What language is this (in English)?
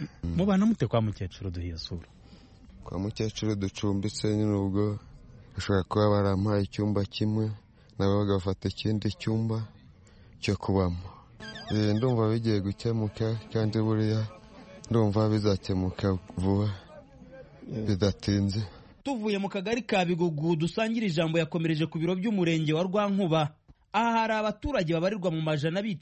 Kinyarwanda